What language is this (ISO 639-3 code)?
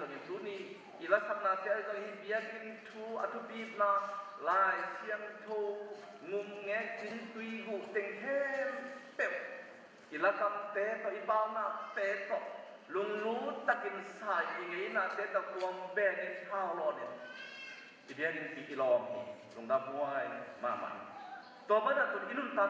ctd